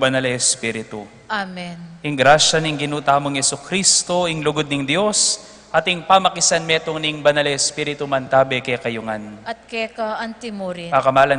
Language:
Pampanga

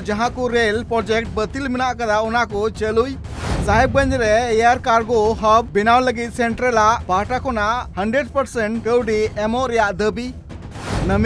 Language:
Santali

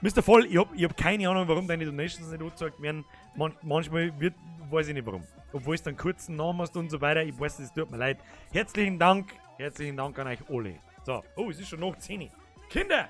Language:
Bavarian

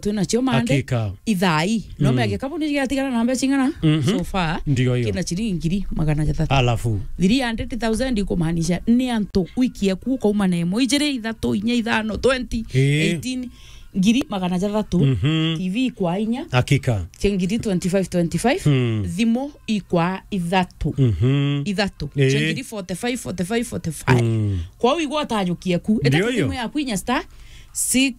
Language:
Meru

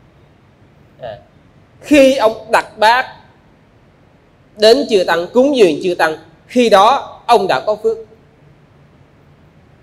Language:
Vietnamese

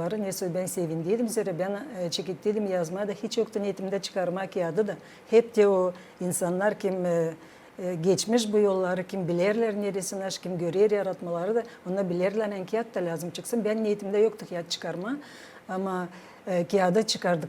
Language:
Gagauz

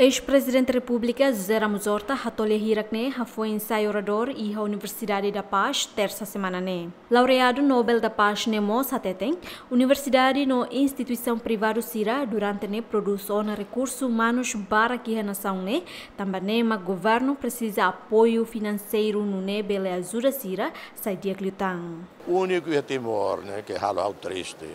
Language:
Tetum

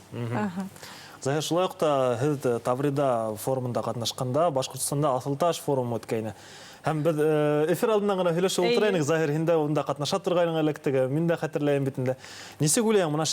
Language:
Bashkir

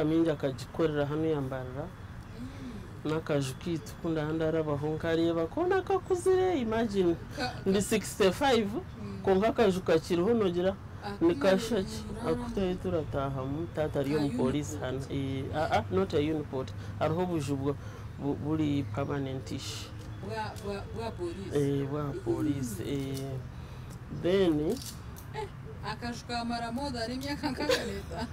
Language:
Nyankole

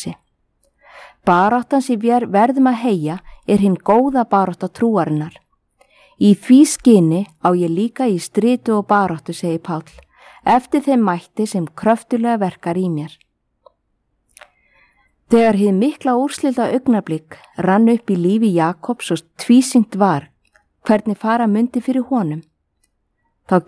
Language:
Icelandic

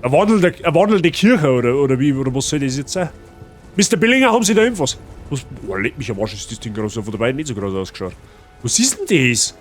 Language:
Bavarian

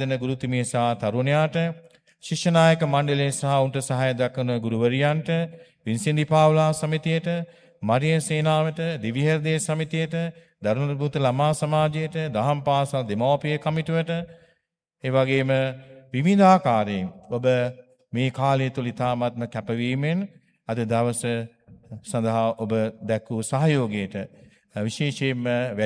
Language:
Sinhala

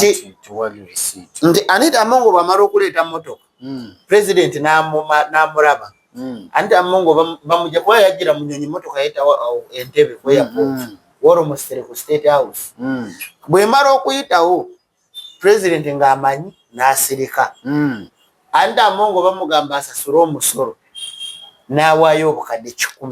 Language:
Ganda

